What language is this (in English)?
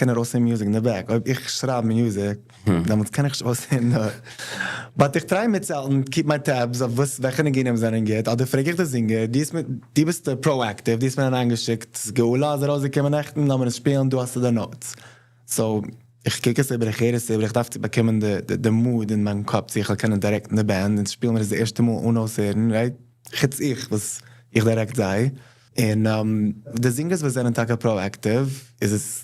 Yiddish